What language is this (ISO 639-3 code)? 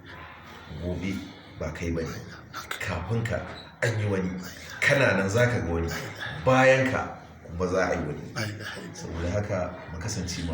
hau